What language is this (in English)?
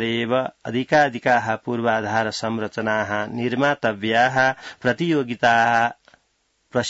Sanskrit